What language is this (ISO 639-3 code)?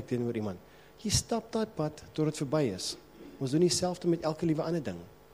afr